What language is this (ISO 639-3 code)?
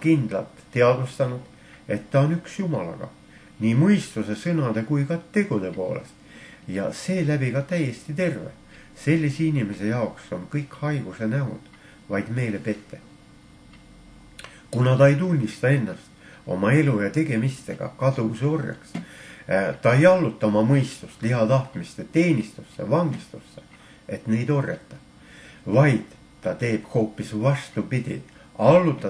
est